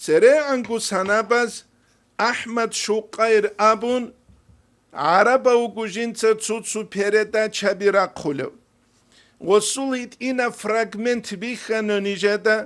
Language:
Avaric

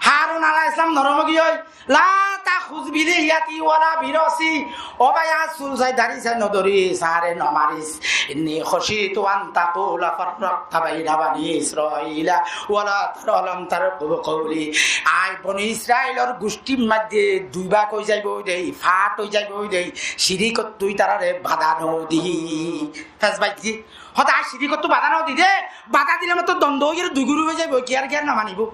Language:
Rohingya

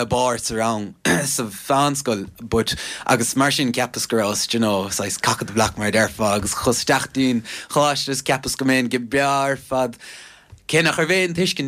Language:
Irish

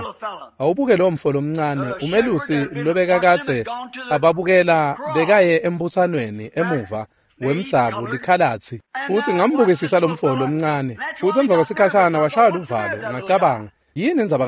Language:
Swati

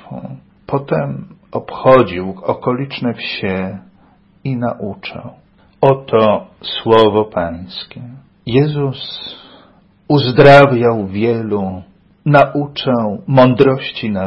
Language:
Polish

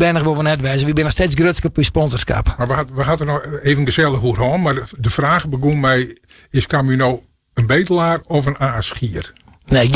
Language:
Western Frisian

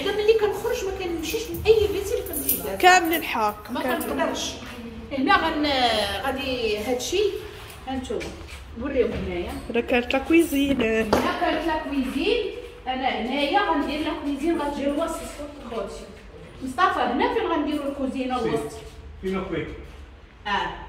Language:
Moroccan Arabic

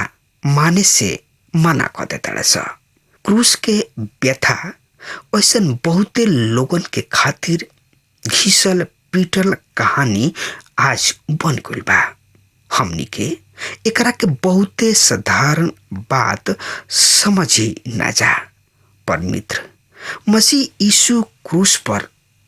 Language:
Bhojpuri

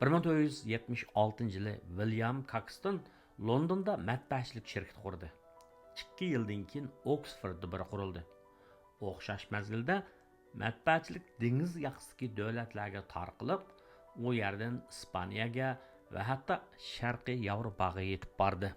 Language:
Uyghur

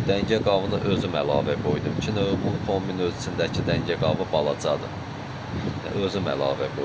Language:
Azerbaijani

